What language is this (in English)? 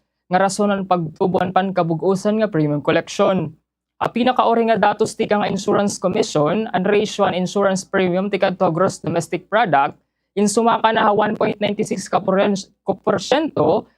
Waray